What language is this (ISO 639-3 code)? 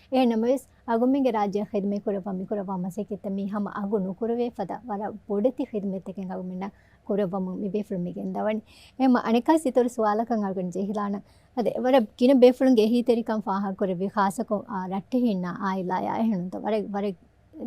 div